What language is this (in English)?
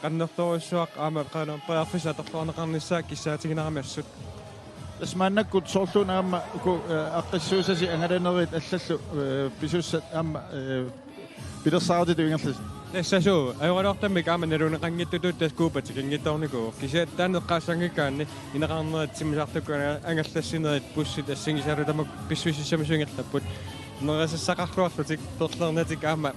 Kalaallisut